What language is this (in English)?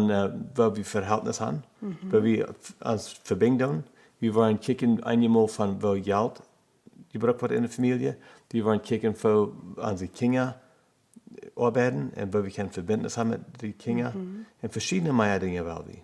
Plautdietsch